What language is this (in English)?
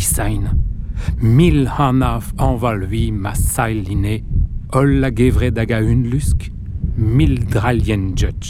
Breton